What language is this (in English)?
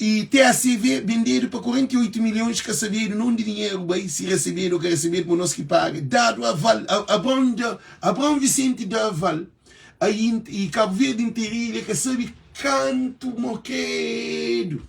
Kabuverdianu